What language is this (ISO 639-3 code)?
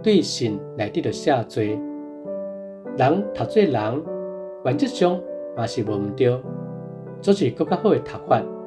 nan